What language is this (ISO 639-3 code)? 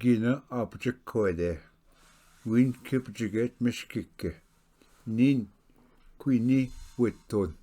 oji